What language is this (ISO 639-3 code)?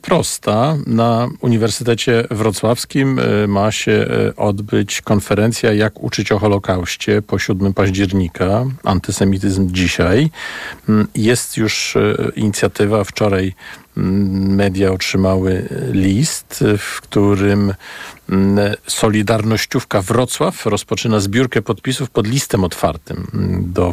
pol